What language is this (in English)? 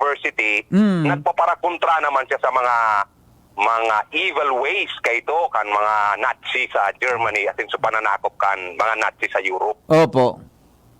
Bikol